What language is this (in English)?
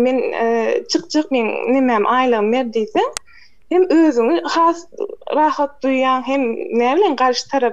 Turkmen